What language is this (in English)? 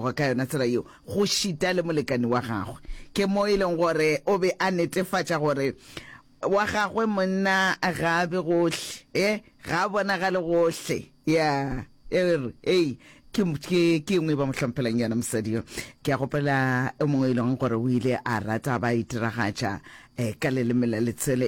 Northern Sotho